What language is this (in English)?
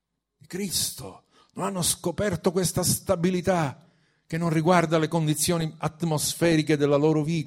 Italian